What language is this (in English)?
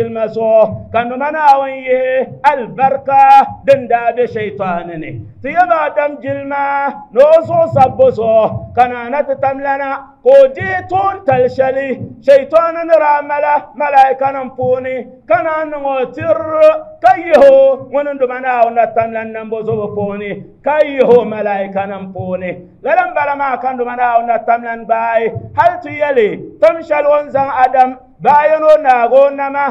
Dagbani